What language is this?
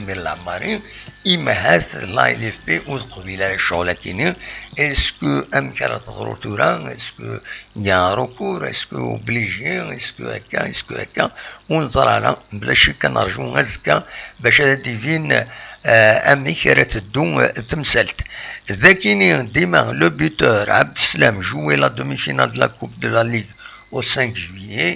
Kabyle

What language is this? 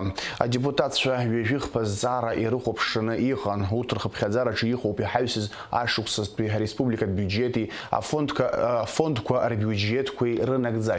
Abkhazian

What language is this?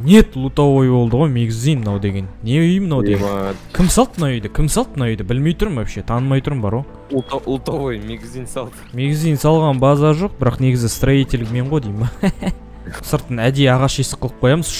Kazakh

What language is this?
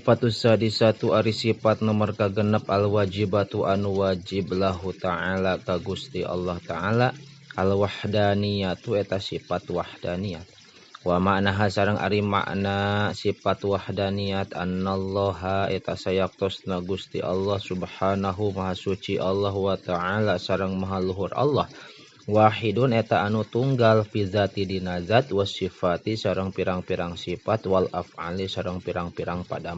Sundanese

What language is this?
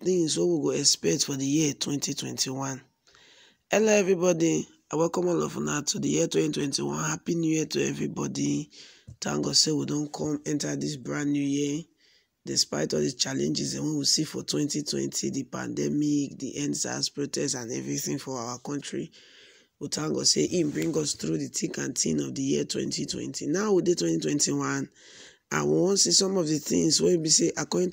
Nigerian Pidgin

